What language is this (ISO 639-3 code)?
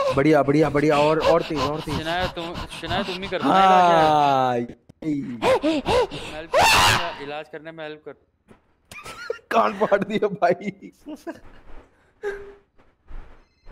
hin